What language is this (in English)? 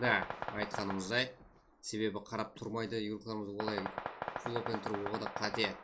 Kara-Kalpak